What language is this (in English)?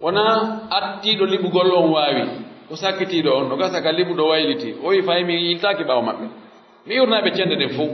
Pular